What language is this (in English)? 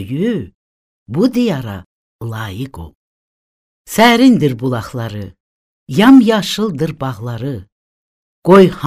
Azerbaijani